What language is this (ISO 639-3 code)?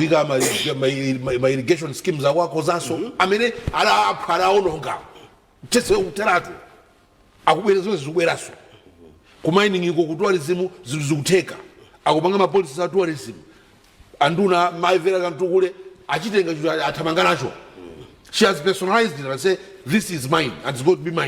nya